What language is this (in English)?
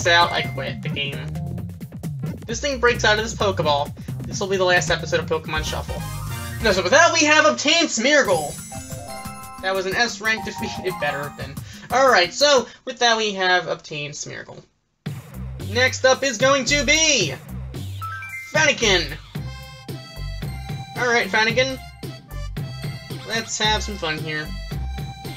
English